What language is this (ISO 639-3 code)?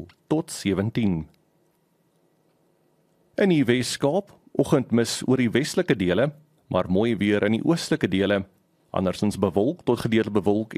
afr